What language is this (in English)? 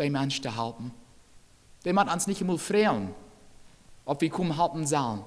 Plautdietsch